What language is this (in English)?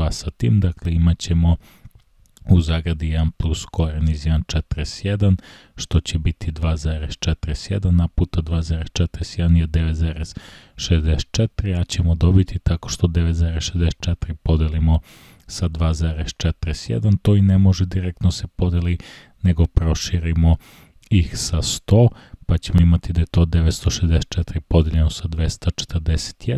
Croatian